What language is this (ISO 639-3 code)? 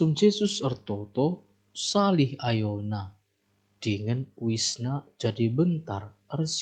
btx